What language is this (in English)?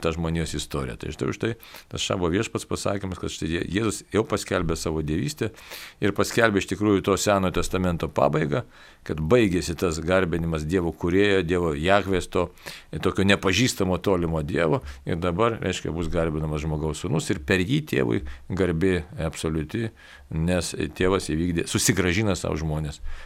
Lithuanian